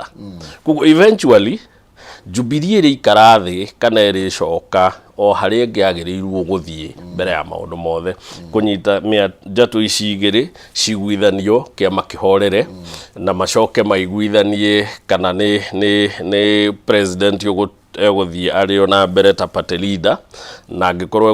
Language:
Kikuyu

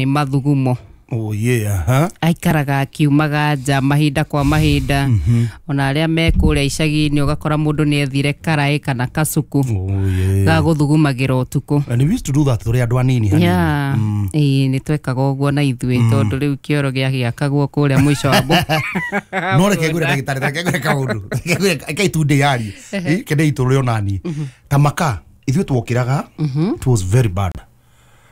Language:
Kikuyu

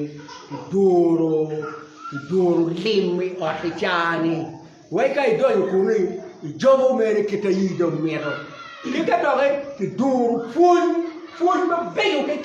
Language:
Acoli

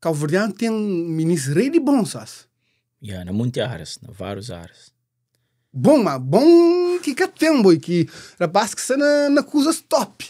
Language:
Kabuverdianu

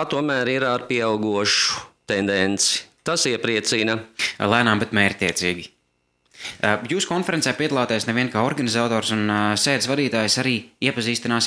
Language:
Latvian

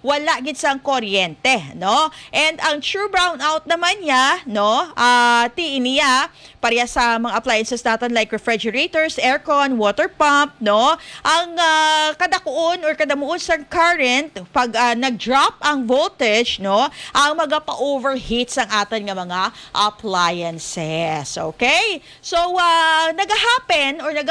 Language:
Hiligaynon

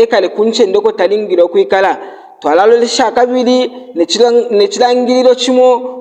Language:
Bemba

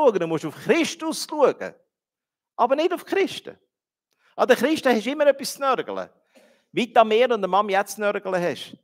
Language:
Swiss German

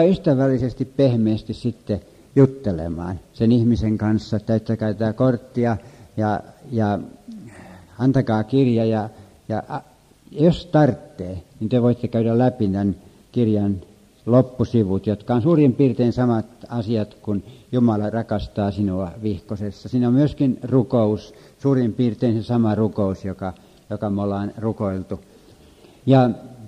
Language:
Finnish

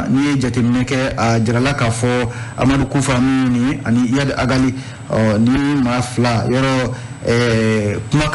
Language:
Bambara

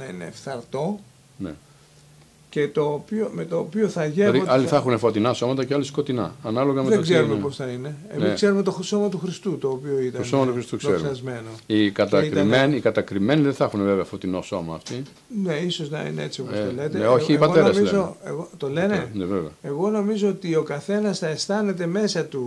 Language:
Greek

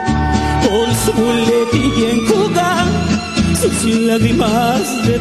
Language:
Spanish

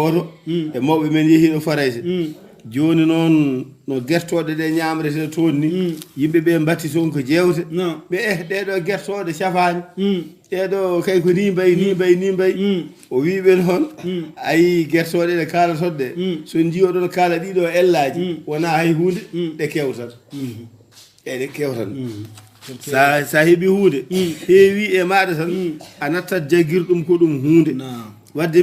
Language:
Fula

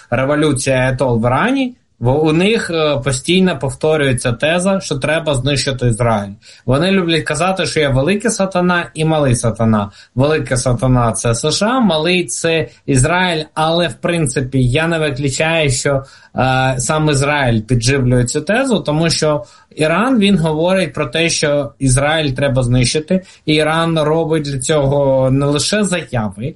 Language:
Ukrainian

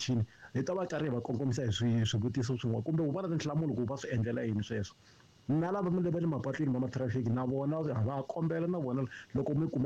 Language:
Tsonga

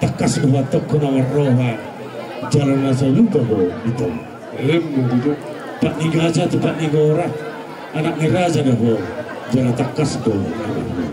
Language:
Batak Toba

